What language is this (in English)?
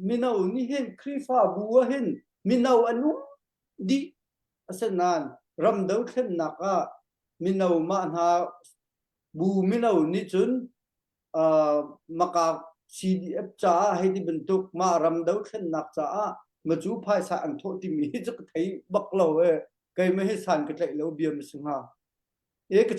Hakha Chin